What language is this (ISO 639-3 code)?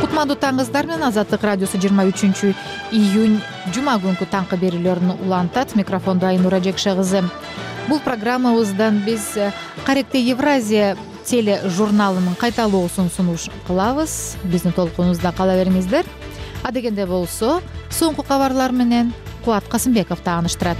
kir